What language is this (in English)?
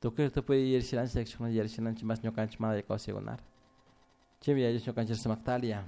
Chimborazo Highland Quichua